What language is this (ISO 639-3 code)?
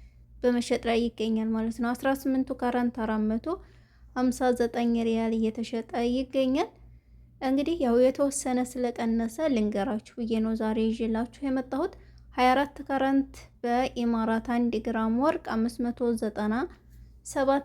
amh